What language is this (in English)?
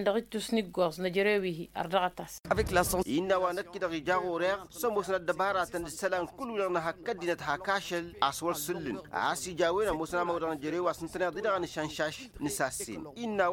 Tamasheq